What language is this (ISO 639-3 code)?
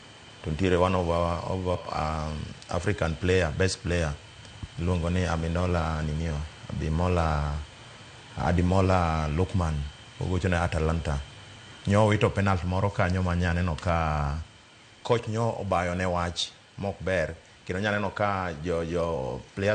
luo